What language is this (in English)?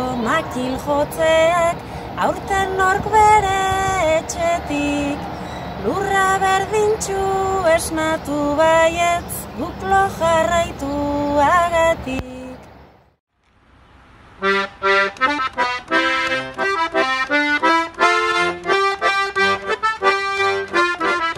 Basque